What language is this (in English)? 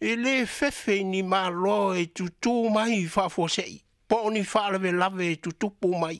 Samoan